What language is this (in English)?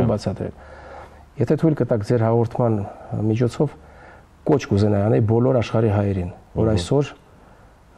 Armenian